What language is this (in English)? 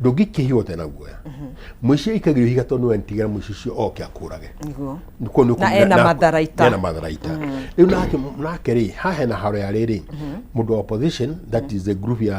Kikuyu